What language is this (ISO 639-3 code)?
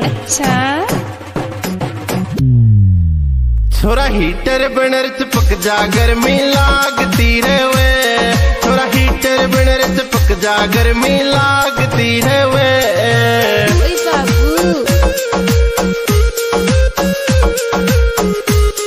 raj